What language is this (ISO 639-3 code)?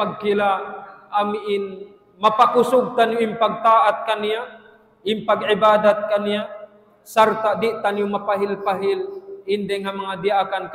tsg